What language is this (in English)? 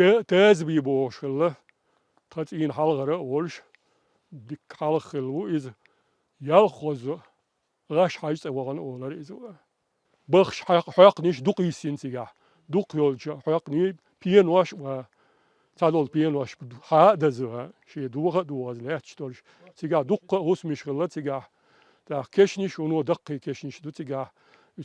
Chechen